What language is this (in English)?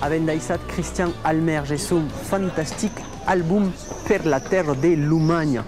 Occitan